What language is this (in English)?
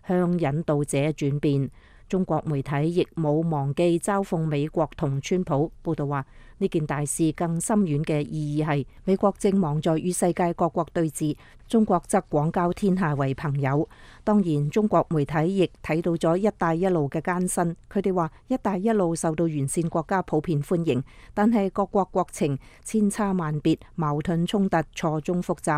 Cantonese